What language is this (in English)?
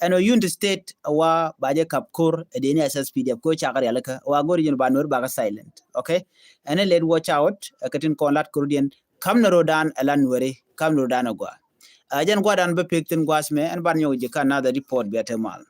Nuer